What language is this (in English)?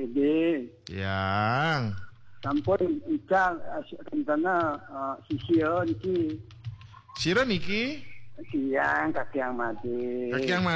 Balinese